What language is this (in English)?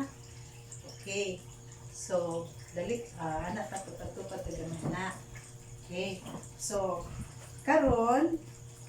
Cebuano